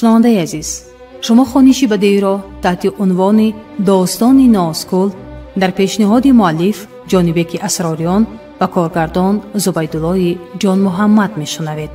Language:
Tajik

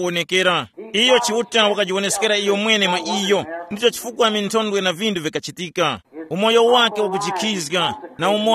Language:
Tumbuka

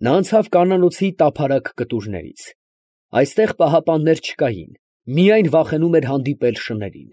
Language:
Armenian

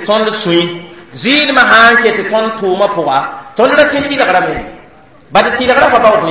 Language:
Mossi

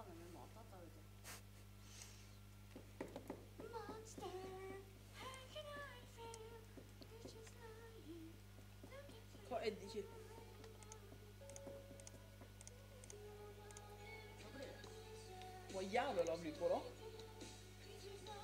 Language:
Norwegian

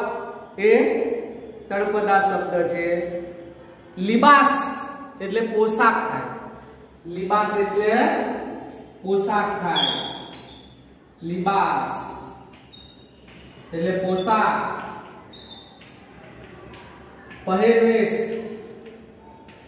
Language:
Gujarati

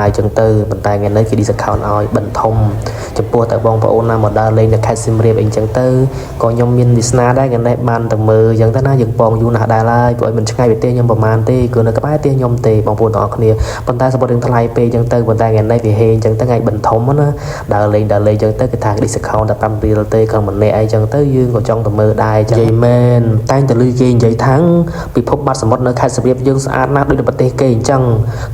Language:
Khmer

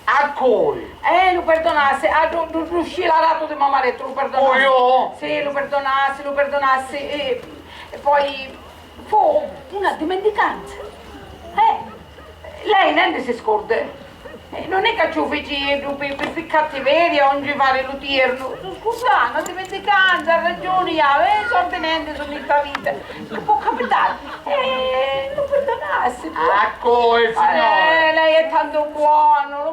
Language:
Sicilian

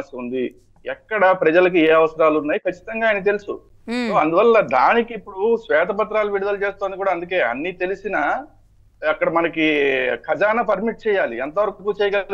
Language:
Telugu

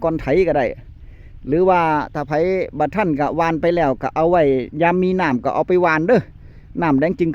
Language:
Northeastern Thai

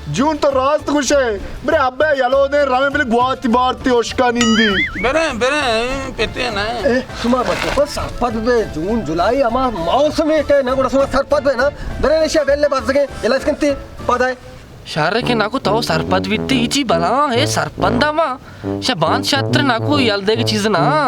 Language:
Baluchi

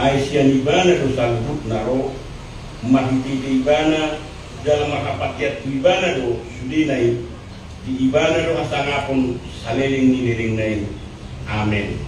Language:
Batak Toba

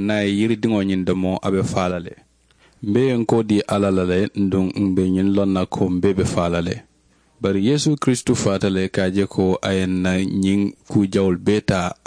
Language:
Mandingo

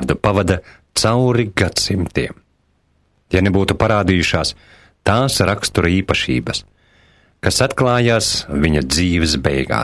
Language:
Latvian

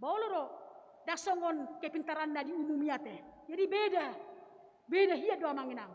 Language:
Batak Toba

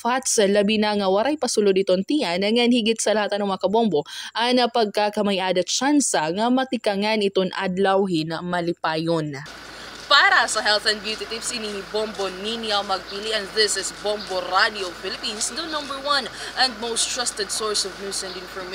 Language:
Waray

